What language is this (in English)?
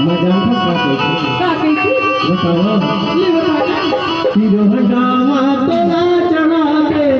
Chhattisgarhi